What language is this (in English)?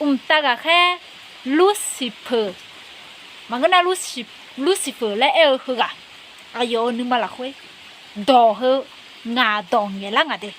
Akha